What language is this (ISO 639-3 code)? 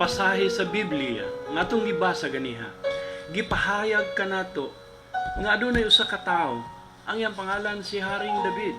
ceb